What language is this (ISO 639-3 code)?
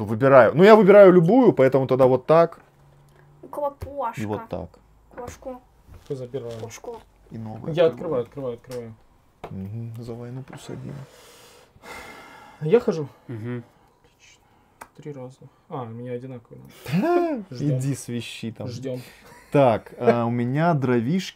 rus